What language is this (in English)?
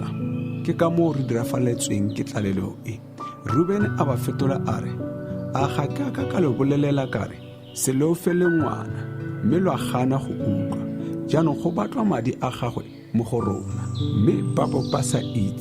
Tswana